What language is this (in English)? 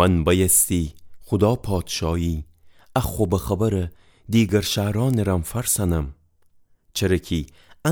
Gilaki